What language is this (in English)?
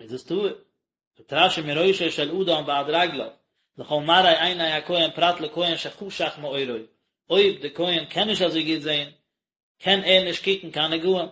Yiddish